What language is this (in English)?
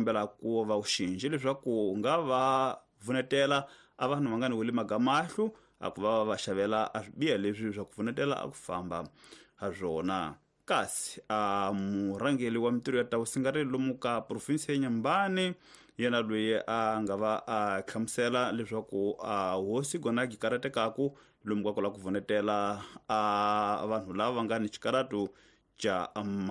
Tsonga